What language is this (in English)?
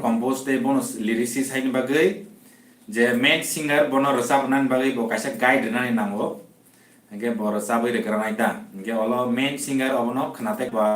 Kok Borok